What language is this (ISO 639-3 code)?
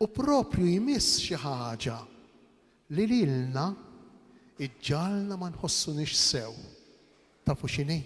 mlt